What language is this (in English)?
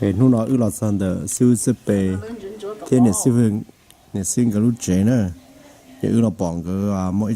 Hmong